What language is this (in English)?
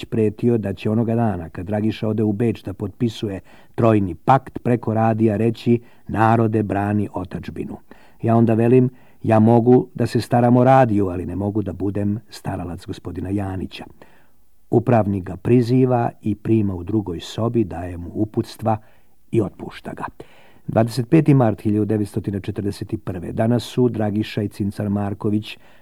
Serbian